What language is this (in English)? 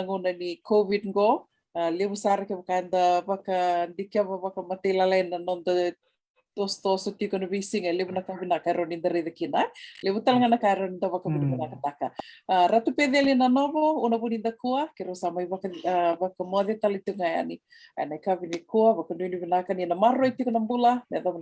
Fijian